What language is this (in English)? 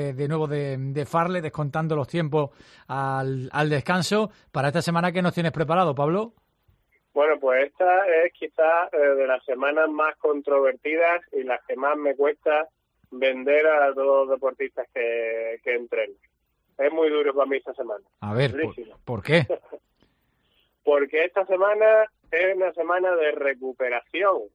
Spanish